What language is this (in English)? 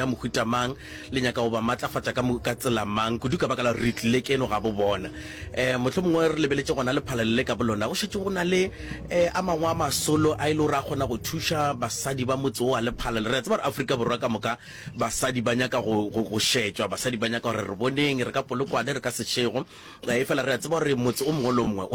Northern Sotho